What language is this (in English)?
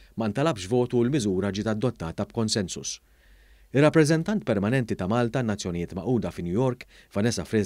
Maltese